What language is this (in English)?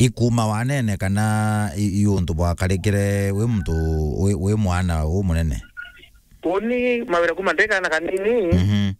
Meru